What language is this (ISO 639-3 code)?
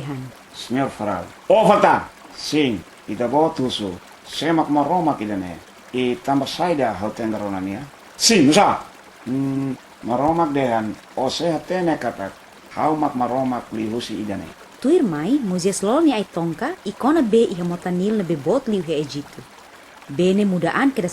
tet